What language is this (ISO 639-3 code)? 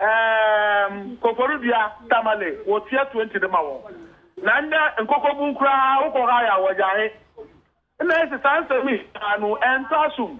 aka